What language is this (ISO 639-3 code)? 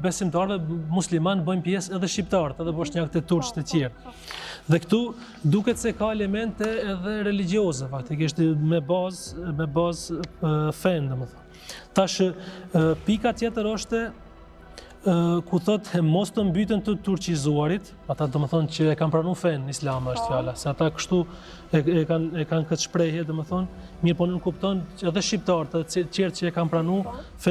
sqi